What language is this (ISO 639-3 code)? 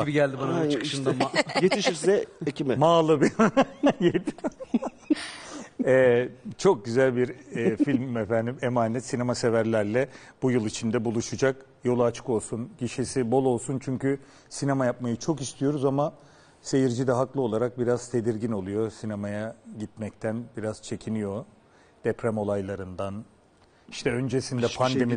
tur